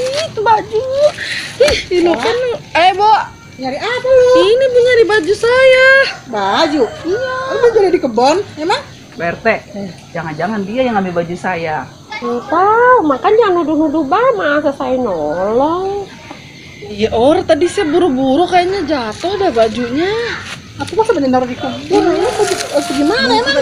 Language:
Betawi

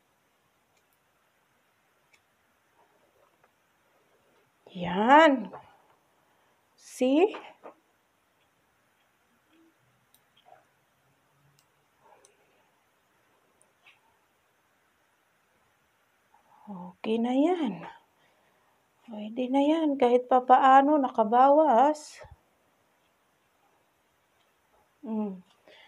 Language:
Filipino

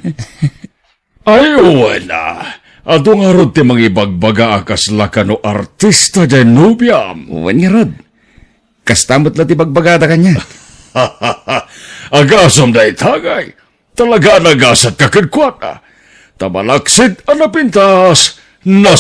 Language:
Iloko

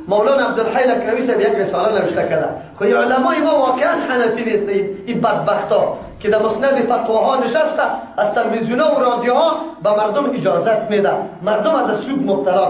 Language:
Persian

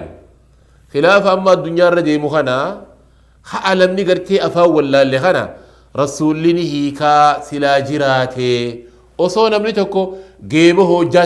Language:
Oromo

